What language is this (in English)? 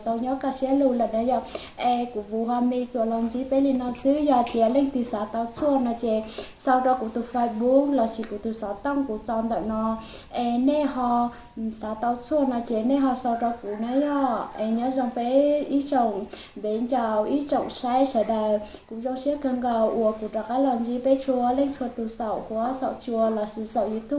Hmong